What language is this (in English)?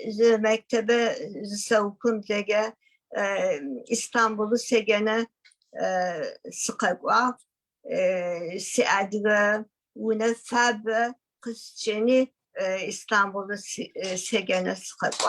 Adyghe